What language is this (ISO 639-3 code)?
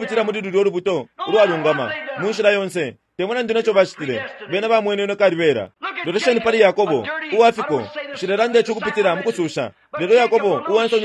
bem